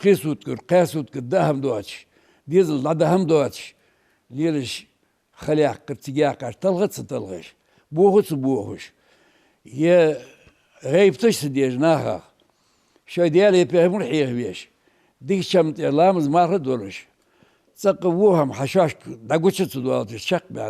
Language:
Ingush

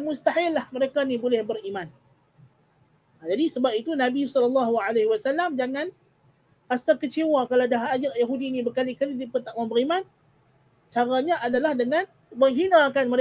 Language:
Malay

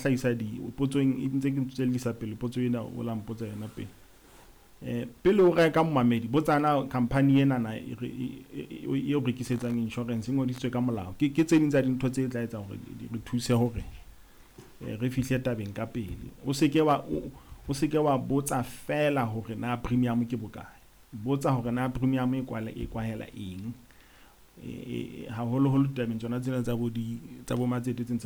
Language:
Southern Sotho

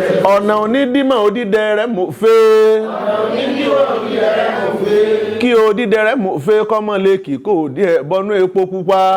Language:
Yoruba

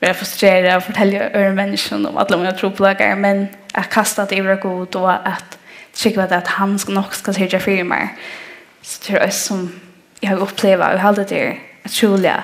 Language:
Faroese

